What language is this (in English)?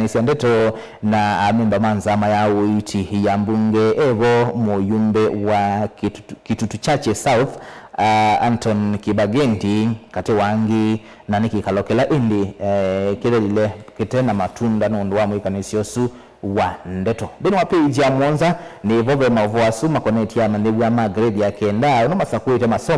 Kamba